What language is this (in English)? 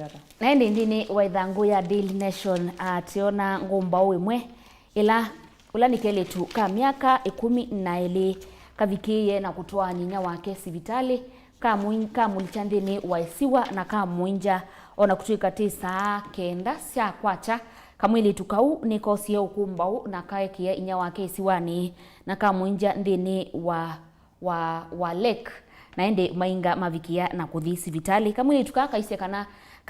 Kamba